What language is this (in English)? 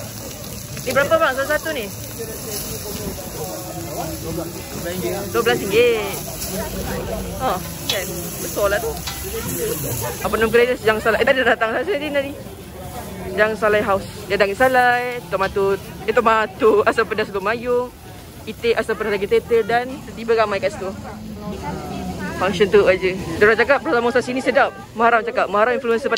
Malay